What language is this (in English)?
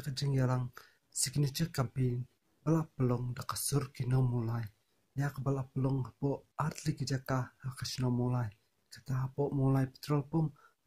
Khasi